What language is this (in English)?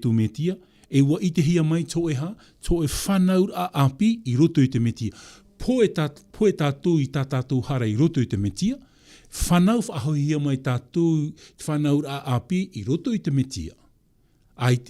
Tahitian